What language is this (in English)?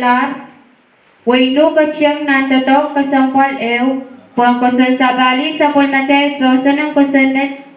Pohnpeian